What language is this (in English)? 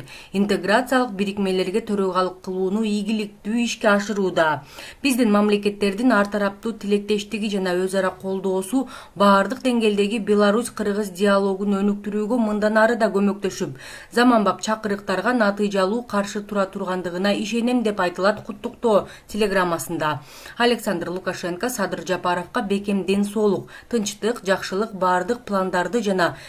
Kyrgyz